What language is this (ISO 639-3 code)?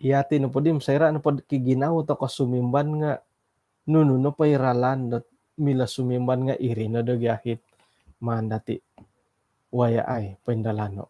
dtp